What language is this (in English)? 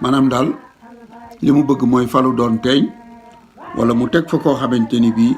Wolof